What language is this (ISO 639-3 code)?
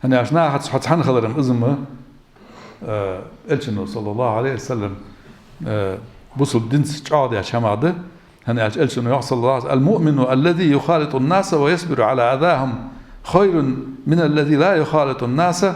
inh